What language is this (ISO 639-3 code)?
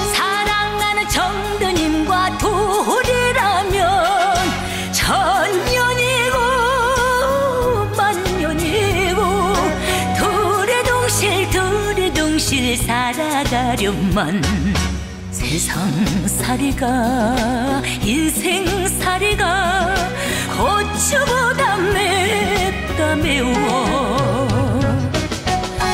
kor